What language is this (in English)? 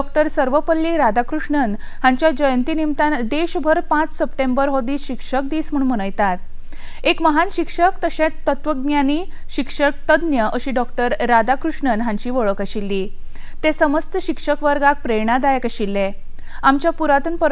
Konkani